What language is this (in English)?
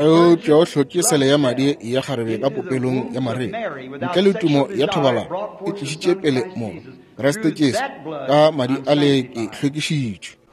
Northern Sotho